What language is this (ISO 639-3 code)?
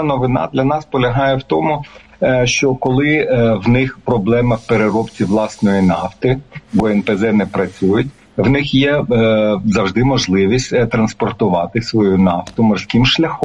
ukr